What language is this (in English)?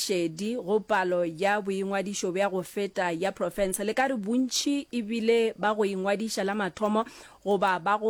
Northern Sotho